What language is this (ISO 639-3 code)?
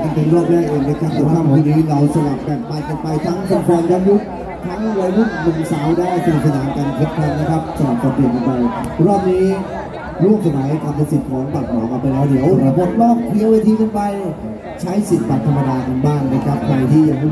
tha